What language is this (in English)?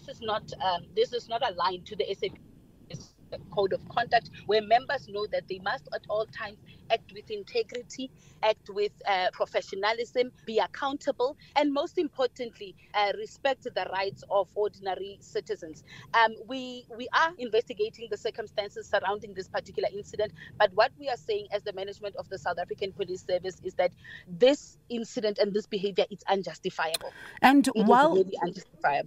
English